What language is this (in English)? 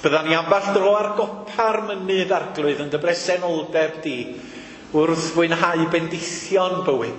Welsh